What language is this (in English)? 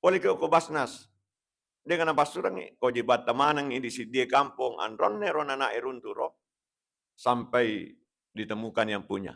Buginese